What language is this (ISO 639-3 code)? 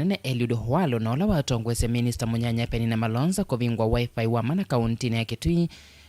kam